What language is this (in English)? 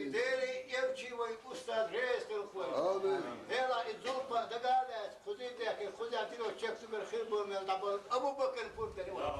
Chechen